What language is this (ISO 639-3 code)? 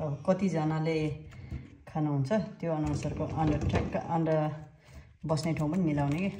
nep